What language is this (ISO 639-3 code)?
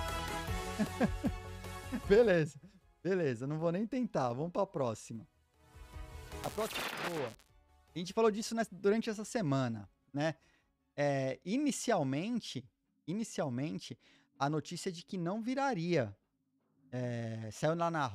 por